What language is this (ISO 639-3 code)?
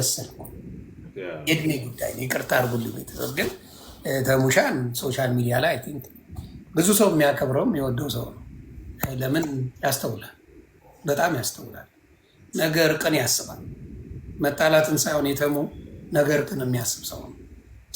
amh